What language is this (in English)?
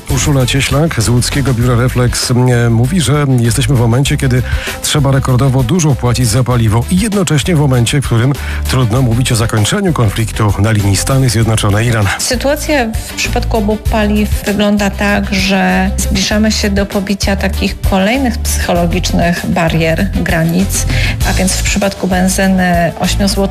Polish